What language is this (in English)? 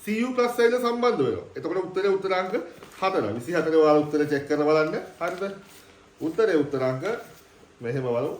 Sinhala